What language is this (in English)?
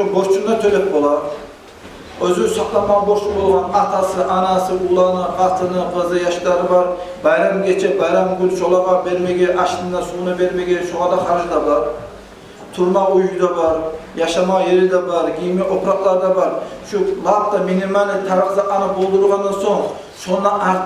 Kumyk